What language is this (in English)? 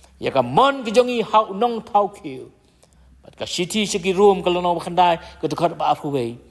Khasi